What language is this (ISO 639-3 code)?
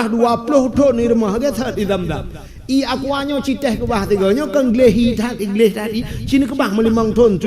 ace